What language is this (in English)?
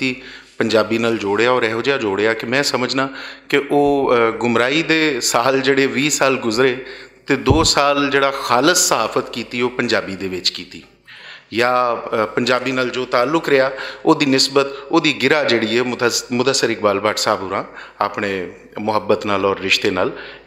Western Panjabi